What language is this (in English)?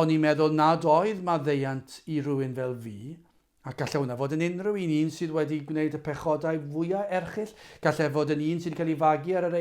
Welsh